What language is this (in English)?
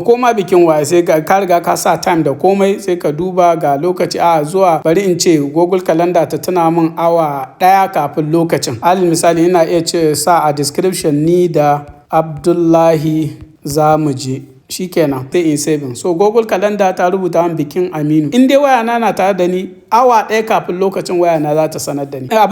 Hausa